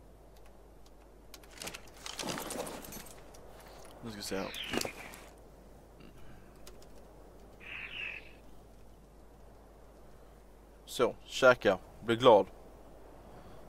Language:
Swedish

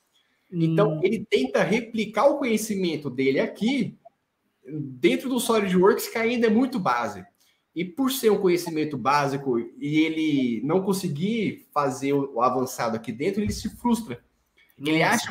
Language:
Portuguese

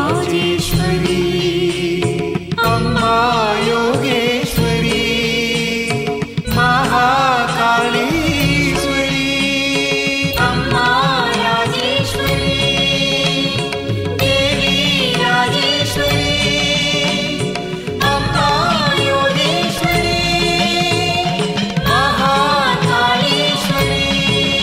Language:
Tamil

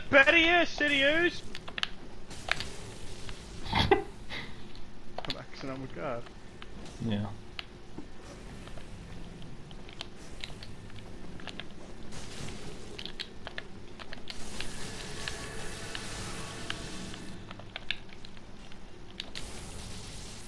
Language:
Dutch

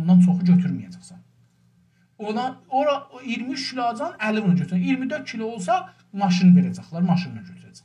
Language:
South Azerbaijani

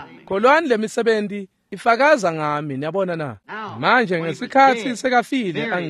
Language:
Swati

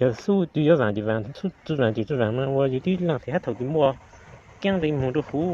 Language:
Hmong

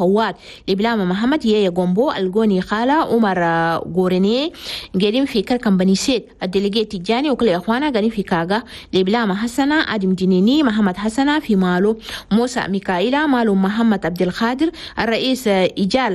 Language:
Chadian Arabic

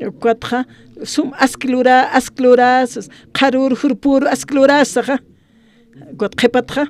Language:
Aymara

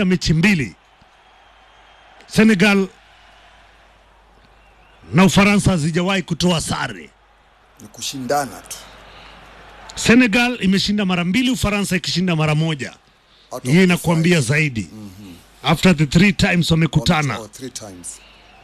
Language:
Swahili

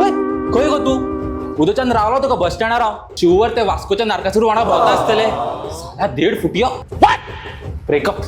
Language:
Konkani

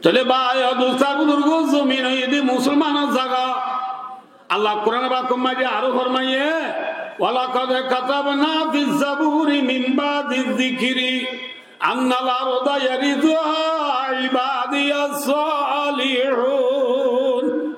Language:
Rohingya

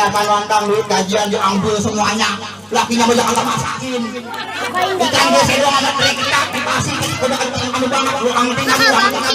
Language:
Betawi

